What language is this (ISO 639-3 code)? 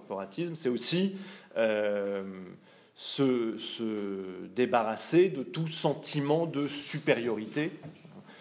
fra